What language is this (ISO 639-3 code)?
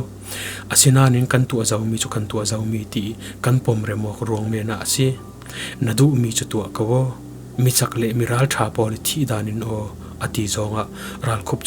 cfm